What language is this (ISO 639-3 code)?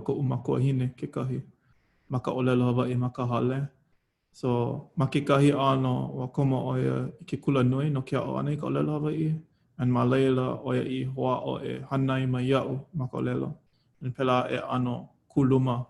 haw